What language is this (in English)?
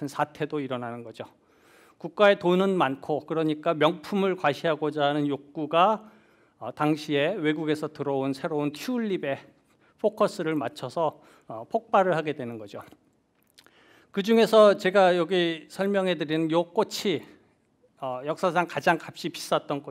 Korean